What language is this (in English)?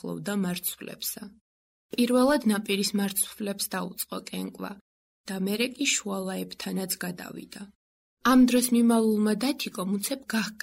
Georgian